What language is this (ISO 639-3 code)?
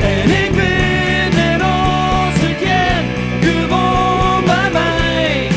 fry